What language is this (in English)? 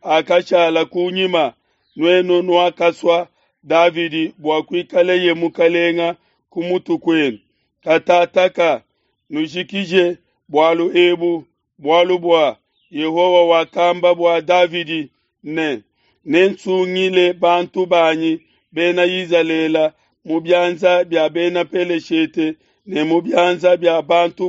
Luba-Lulua